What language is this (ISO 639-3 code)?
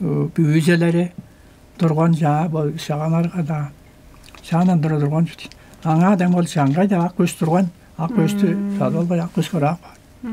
tyv